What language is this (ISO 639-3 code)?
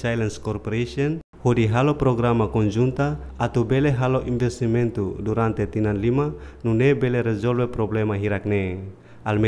tet